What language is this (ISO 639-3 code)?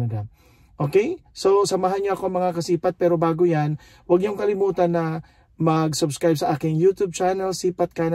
fil